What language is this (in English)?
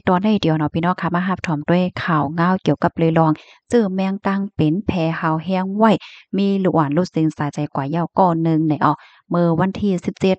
Shan